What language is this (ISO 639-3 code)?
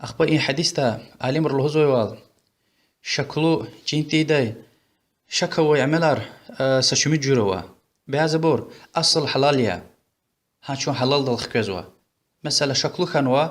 lez